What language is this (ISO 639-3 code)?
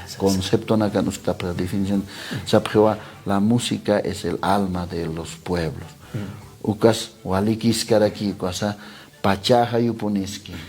aym